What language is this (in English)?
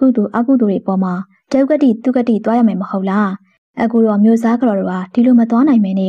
Burmese